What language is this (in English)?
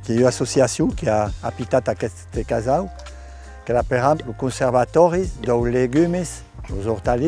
Occitan